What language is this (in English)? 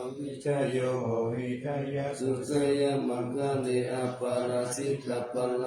Pali